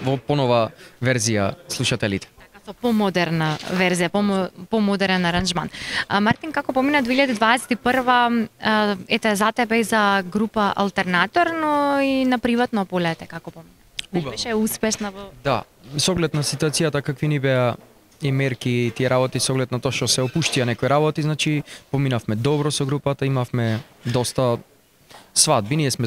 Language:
Macedonian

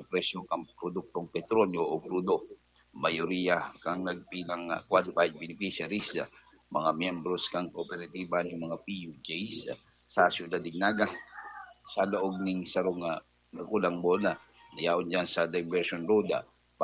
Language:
Bikol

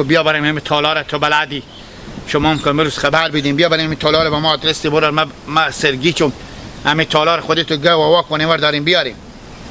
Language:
Hazaragi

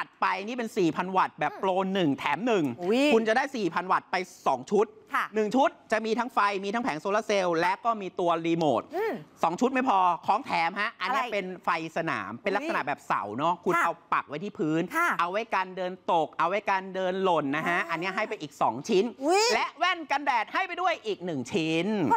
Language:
Thai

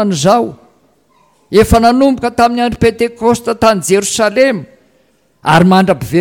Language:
Malagasy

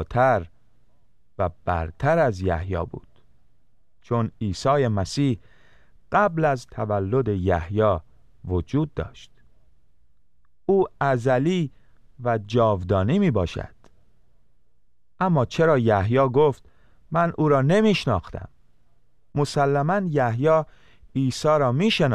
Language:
Persian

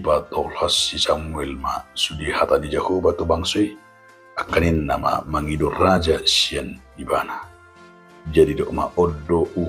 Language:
Batak Toba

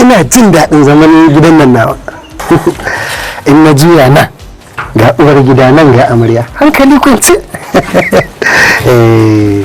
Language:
Hausa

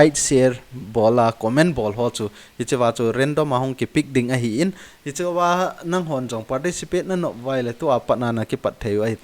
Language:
Thado Chin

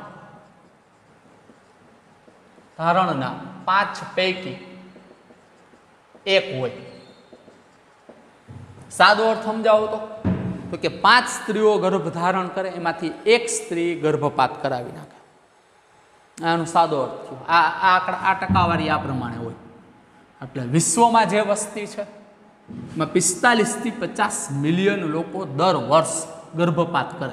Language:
Gujarati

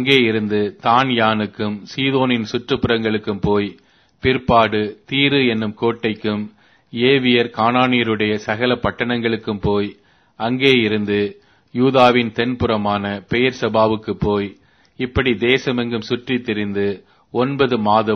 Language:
Tamil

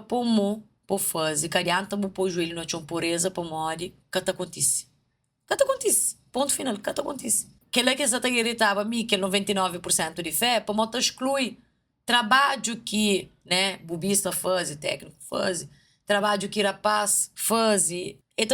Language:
Kabuverdianu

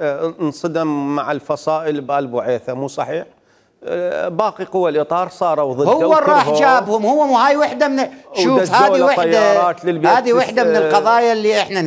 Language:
Mesopotamian Arabic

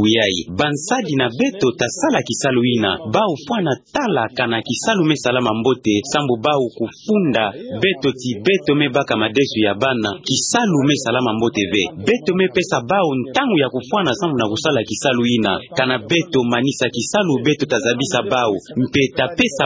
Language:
Kituba (Democratic Republic of Congo)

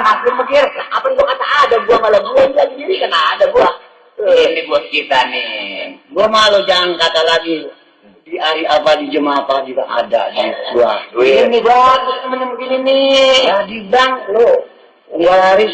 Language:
Betawi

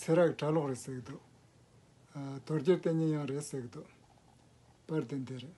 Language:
Tibetan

